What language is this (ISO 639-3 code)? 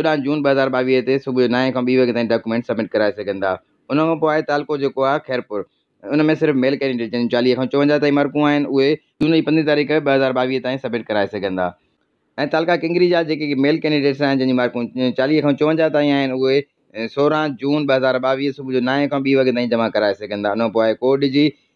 snd